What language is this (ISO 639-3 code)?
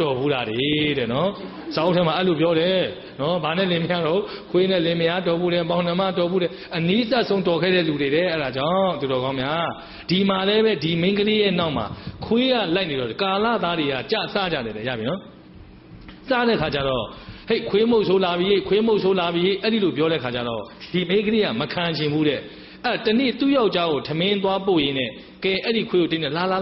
mya